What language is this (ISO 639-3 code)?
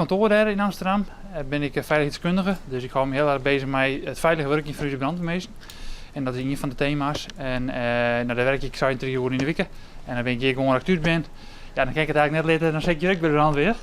fry